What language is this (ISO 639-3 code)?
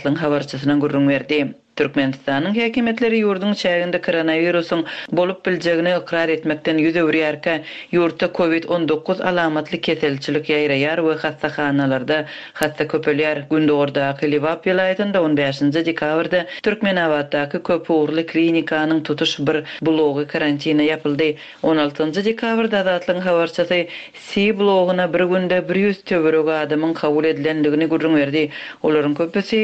tuk